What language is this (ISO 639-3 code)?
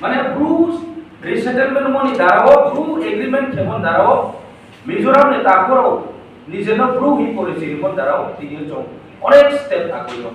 ria